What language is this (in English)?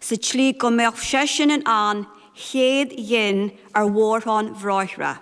Irish